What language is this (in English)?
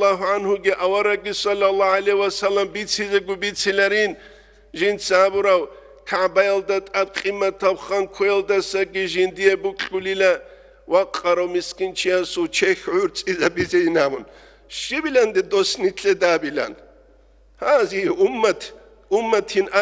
Avaric